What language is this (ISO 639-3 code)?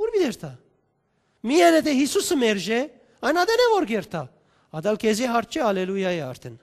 hyw